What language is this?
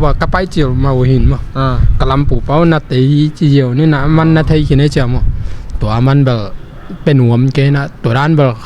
Tedim Chin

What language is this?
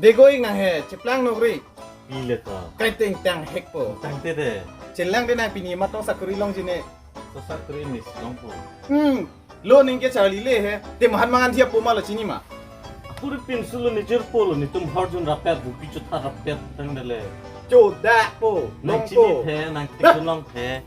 Karbi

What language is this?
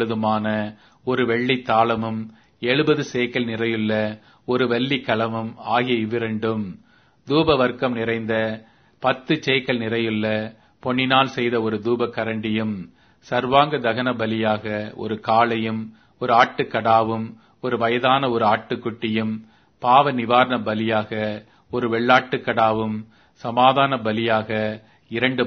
Tamil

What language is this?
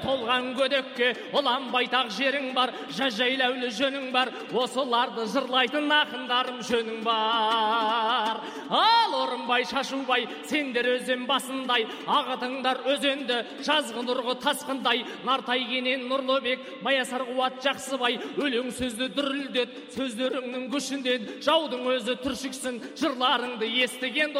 Kazakh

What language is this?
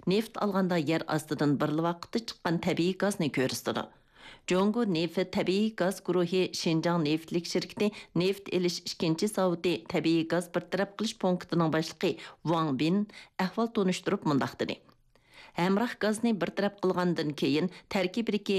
Uyghur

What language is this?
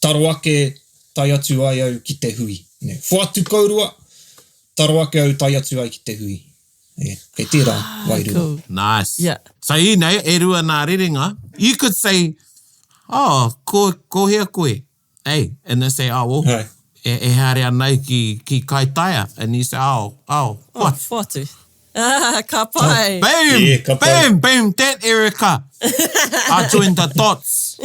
Māori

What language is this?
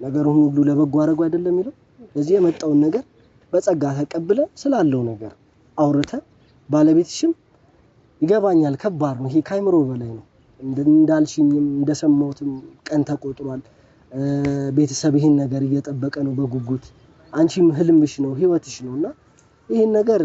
Amharic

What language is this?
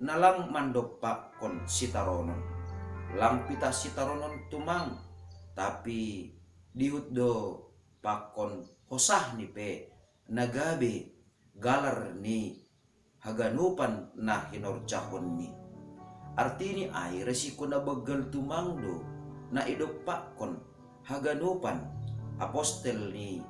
Batak Simalungun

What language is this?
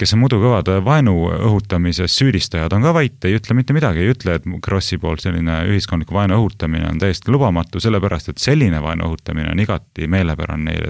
Estonian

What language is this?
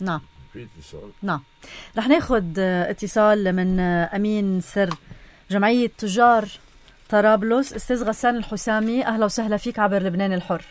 North Levantine Arabic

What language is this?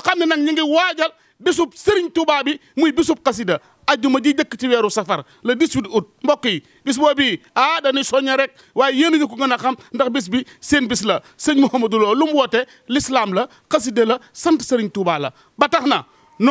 Wolof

